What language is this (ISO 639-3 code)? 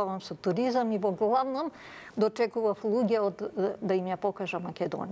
mkd